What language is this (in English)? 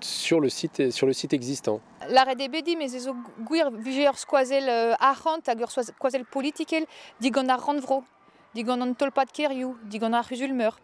Breton